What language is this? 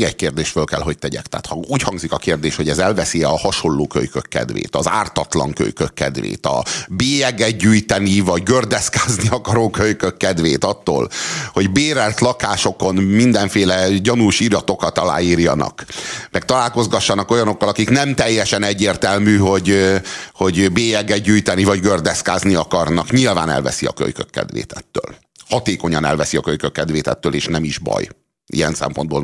Hungarian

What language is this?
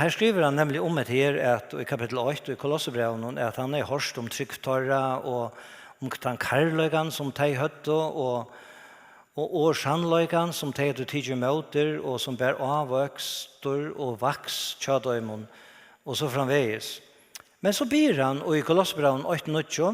Faroese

